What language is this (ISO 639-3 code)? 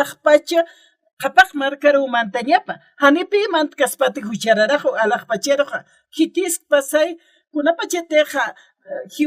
aym